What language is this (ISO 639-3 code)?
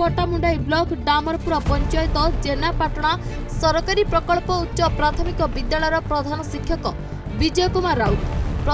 ori